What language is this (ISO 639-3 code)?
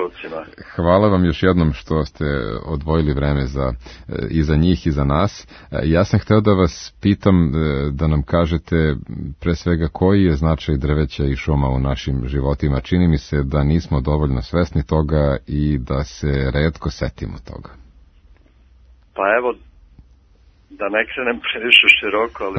srp